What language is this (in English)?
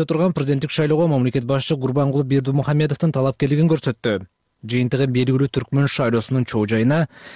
Kyrgyz